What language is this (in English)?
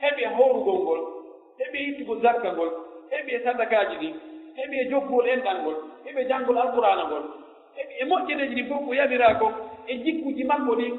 Pular